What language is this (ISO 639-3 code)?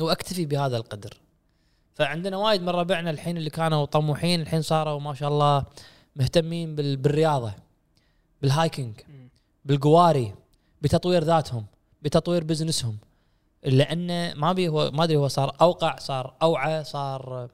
afb